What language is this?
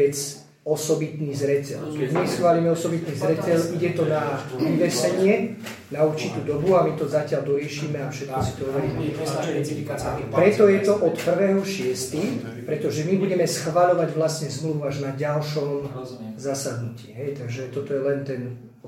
Slovak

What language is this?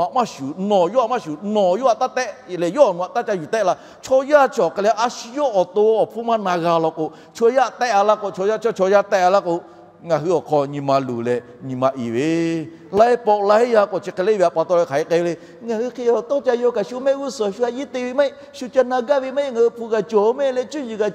Lahu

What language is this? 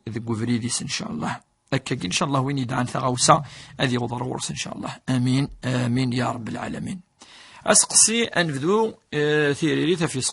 Kabyle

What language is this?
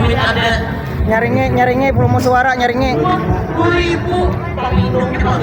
Banjar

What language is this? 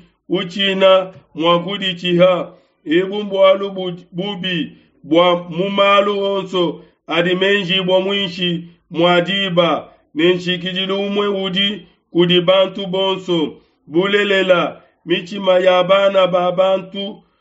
Luba-Lulua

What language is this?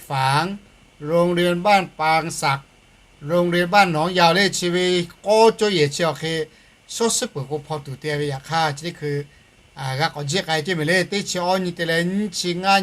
Lahu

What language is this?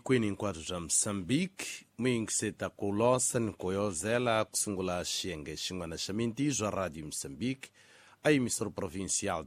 Tsonga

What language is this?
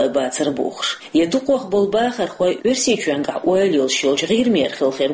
Chechen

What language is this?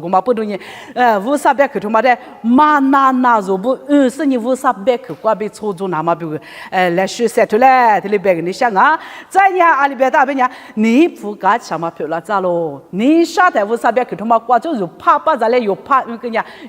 Lisu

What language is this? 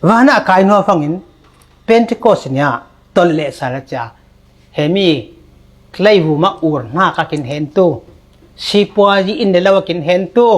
Falam Chin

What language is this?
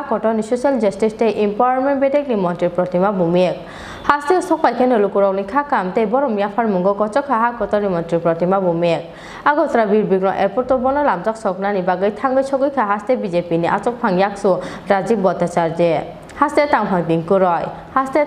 Kok Borok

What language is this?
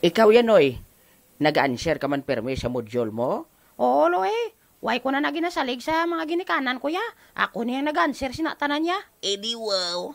Hiligaynon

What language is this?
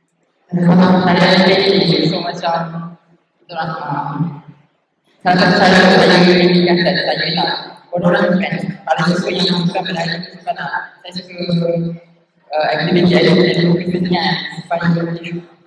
Malay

